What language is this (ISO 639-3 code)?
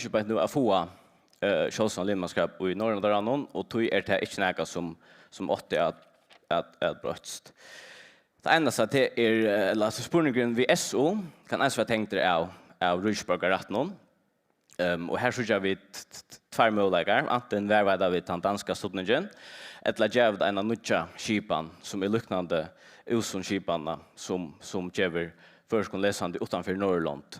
fao